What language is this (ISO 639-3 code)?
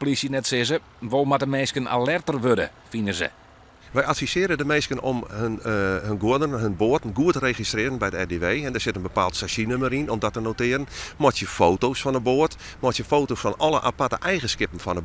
fry